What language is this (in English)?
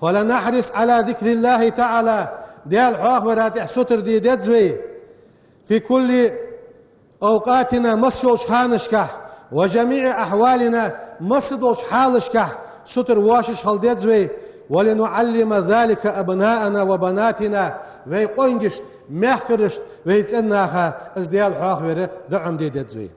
Ingush